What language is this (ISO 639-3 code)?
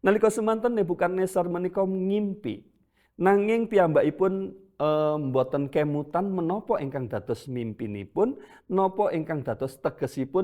jav